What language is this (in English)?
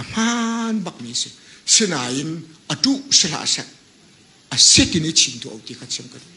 Hakha Chin